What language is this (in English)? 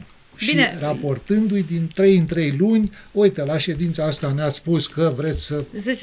Romanian